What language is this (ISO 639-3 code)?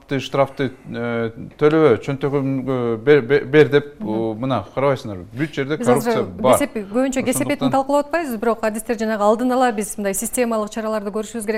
kir